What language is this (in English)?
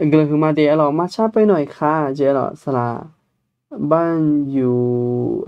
Akha